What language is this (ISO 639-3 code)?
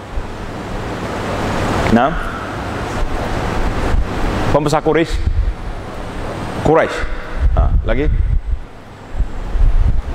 msa